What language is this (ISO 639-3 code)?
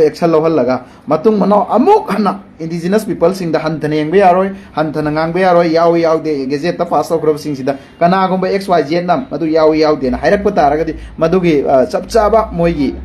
mni